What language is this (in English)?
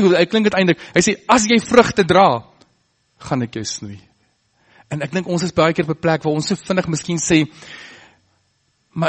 Afrikaans